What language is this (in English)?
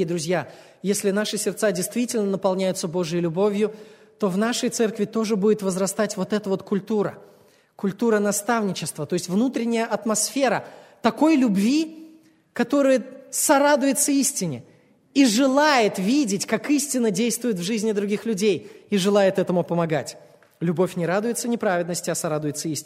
Russian